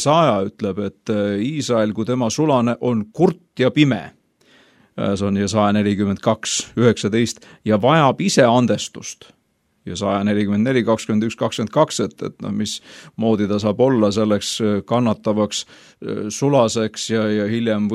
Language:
Estonian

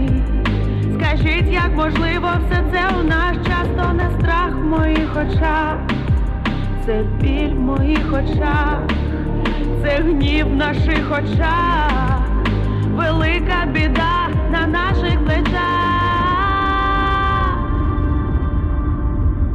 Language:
Ukrainian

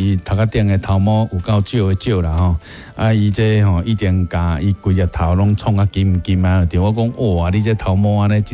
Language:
Min Nan Chinese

